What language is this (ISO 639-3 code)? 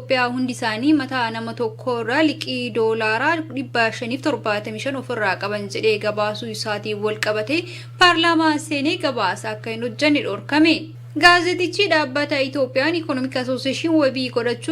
orm